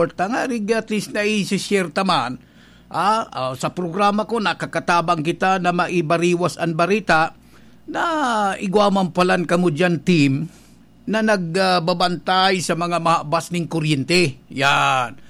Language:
Bikol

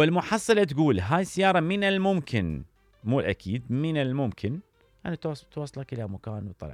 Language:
Mesopotamian Arabic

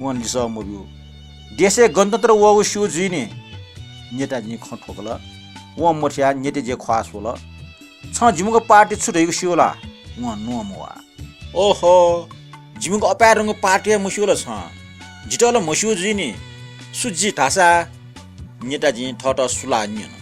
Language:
Newari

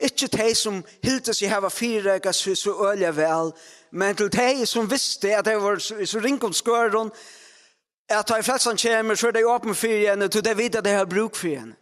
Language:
Faroese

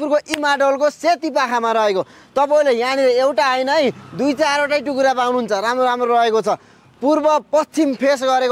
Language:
Nepali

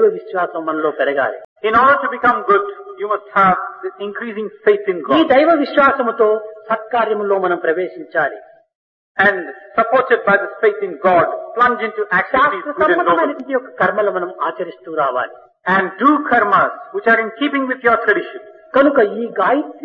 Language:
Telugu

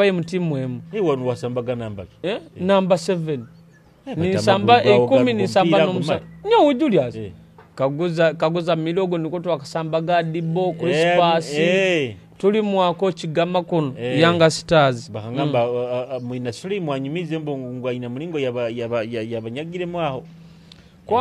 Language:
Nyoro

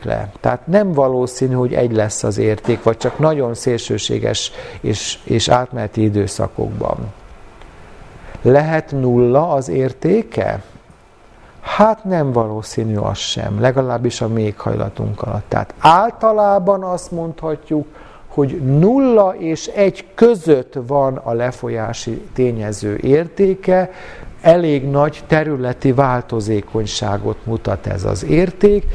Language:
Hungarian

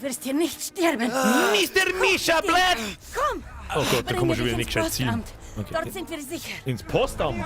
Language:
Bavarian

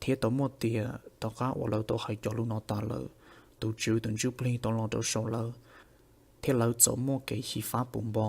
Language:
Hmong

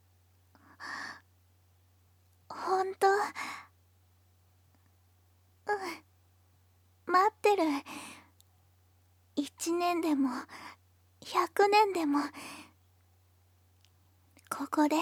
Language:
Japanese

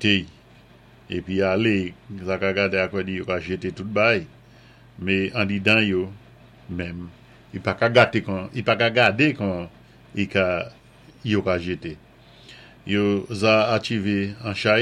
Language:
Saint Lucian Creole French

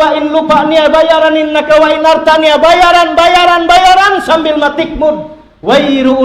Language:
Tausug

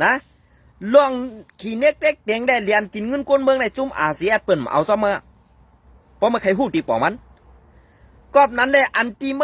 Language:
Shan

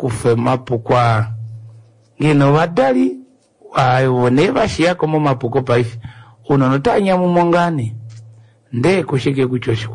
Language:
Kuanyama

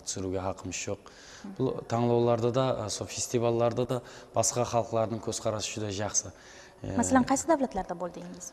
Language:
Kara-Kalpak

